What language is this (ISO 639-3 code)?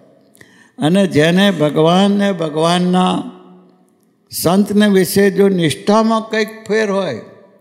guj